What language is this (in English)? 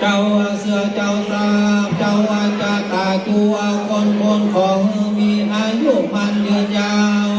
Pali